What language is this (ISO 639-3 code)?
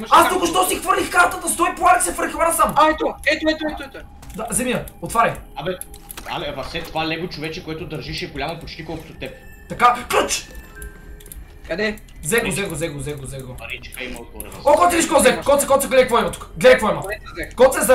bul